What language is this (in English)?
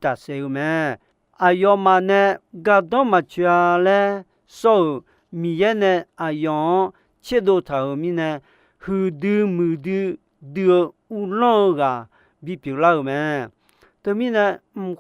Akha